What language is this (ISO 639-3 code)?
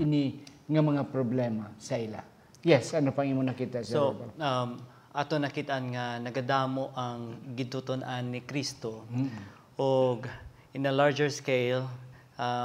hil